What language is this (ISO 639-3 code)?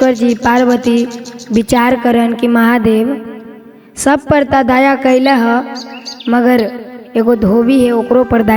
mag